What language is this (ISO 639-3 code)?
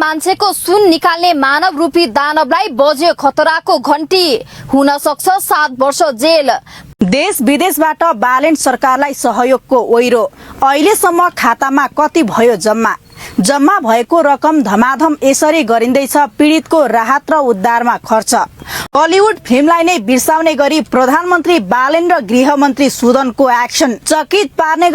nep